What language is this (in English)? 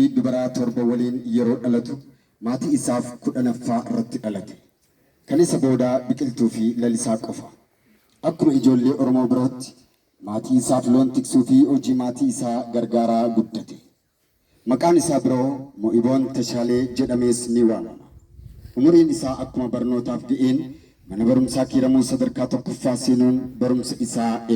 Oromo